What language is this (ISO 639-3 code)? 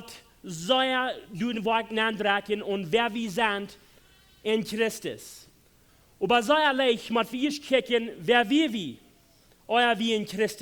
pdt